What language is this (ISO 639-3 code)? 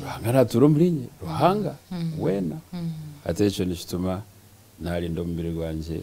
nyn